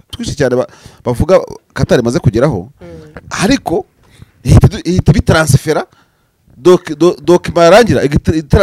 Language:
Kinyarwanda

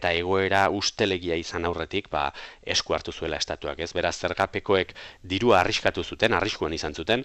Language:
Basque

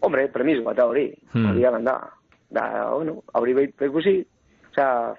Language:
Basque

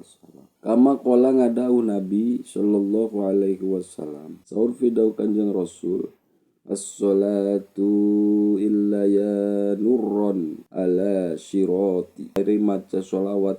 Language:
Sundanese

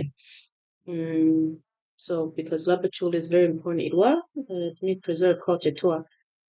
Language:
Acoli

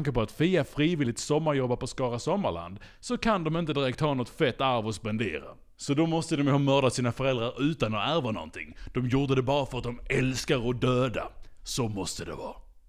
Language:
Swedish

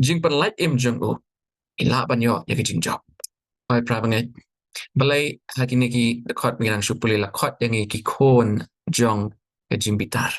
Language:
Khasi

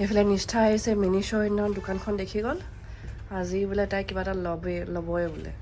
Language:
Assamese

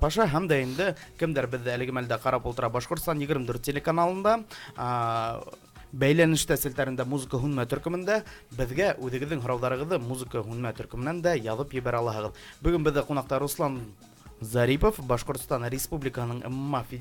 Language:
Bashkir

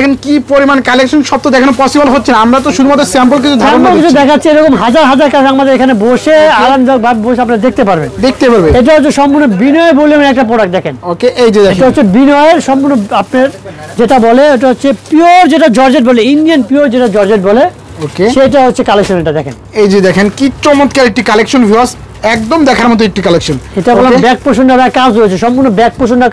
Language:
Bangla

